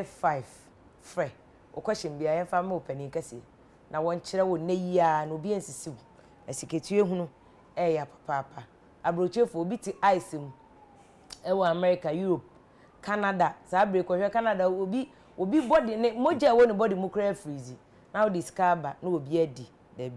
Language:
Akan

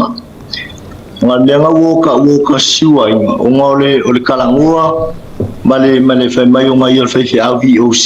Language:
Samoan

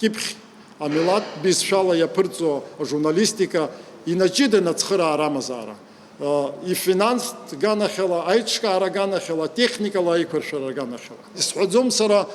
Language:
Abkhazian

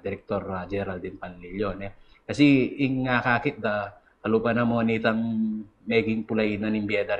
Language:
Pampanga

